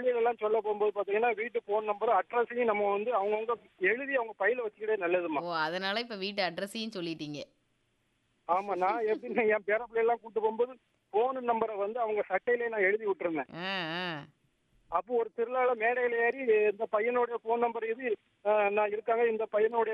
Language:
Tamil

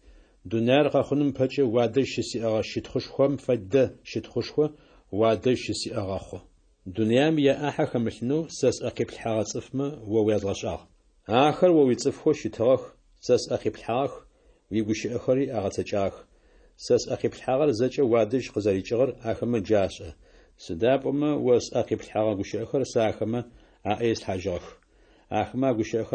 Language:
Adyghe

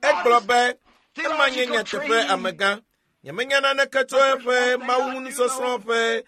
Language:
Ewe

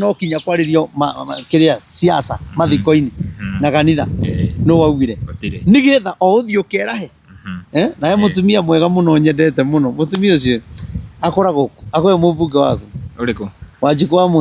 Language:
Kikuyu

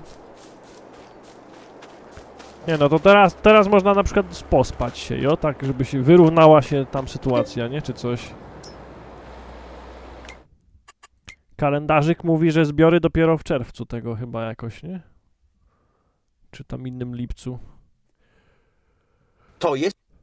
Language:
Polish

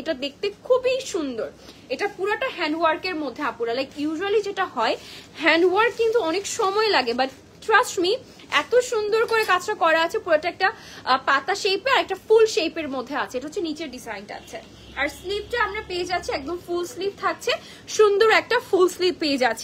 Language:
Bangla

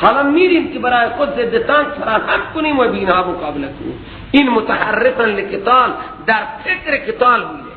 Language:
Persian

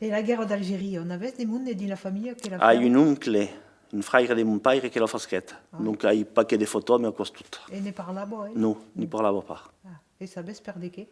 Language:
Occitan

